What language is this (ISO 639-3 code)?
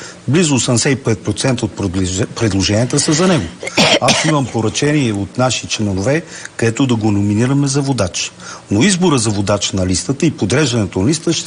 bul